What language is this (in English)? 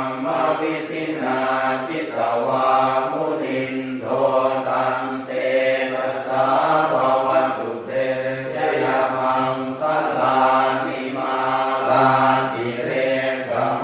Pali